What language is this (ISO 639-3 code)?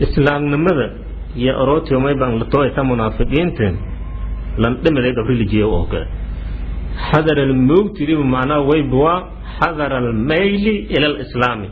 som